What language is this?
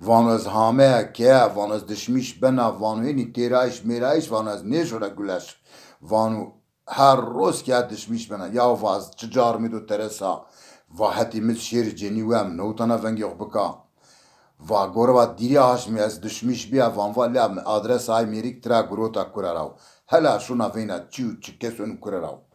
Zaza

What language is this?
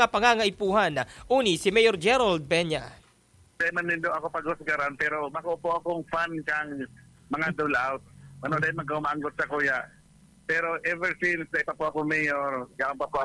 Bikol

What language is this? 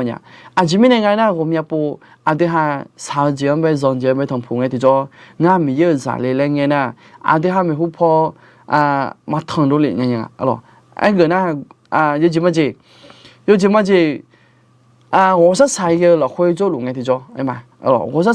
Akha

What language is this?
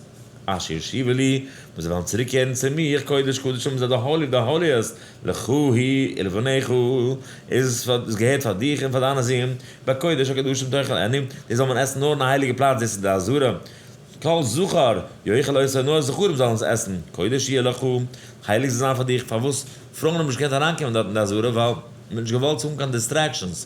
Yiddish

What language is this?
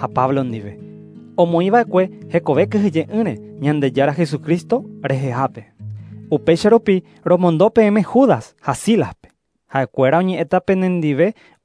Guarani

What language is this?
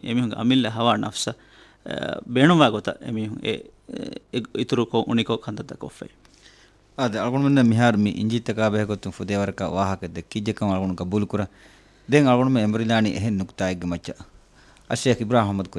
Divehi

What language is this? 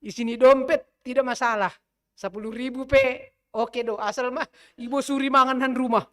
Batak Simalungun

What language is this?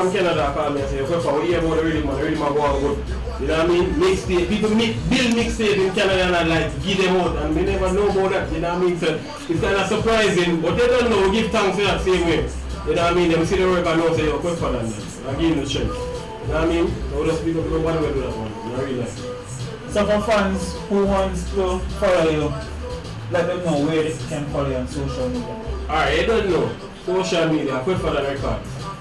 Jamaican Creole English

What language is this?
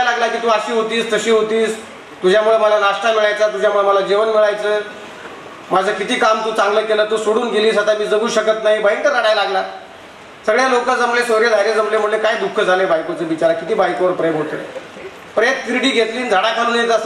Marathi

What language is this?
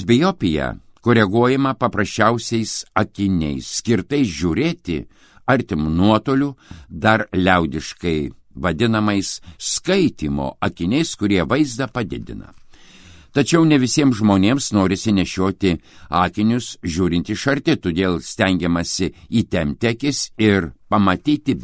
Lithuanian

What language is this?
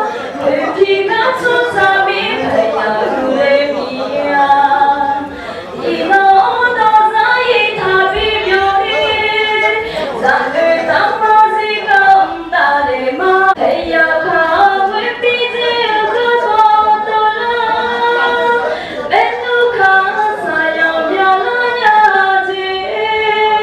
Akha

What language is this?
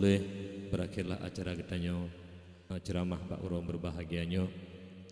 Achinese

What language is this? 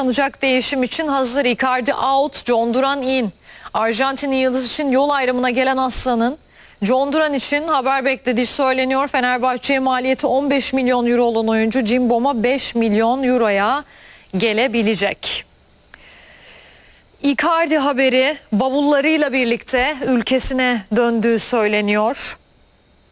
Turkish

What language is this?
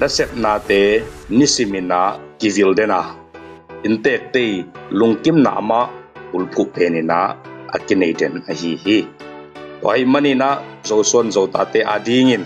Tedim Chin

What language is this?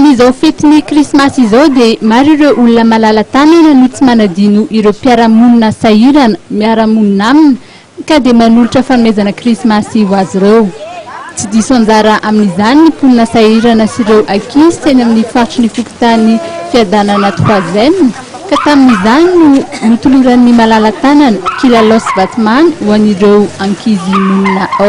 Malagasy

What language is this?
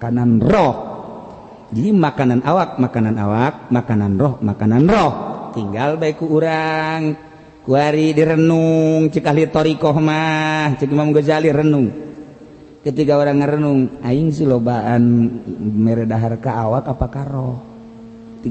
Sundanese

